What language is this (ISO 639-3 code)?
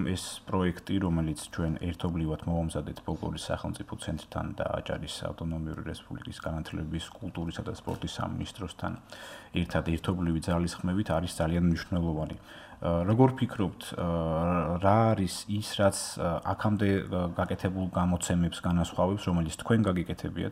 kat